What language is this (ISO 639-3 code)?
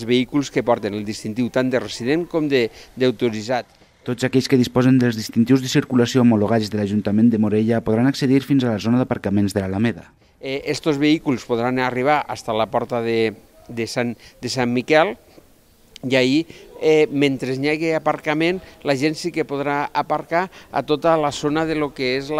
cat